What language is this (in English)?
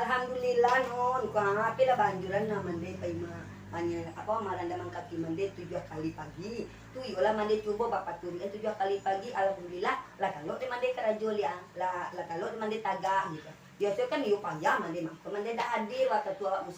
Minangkabau